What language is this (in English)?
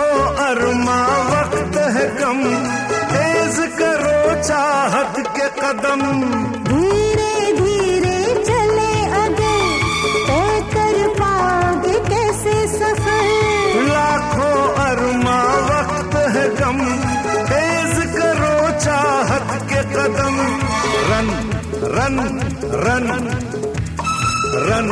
Hindi